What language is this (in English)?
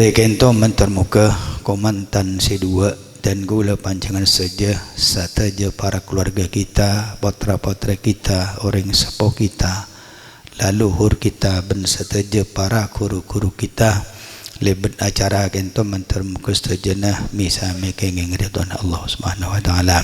Madurese